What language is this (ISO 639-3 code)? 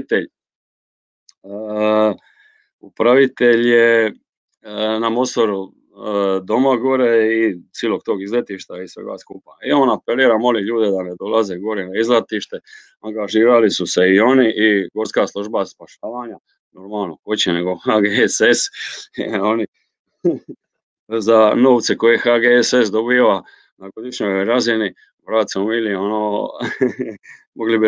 hrv